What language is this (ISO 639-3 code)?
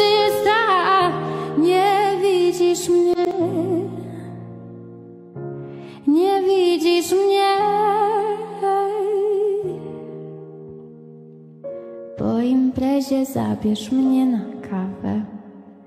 pol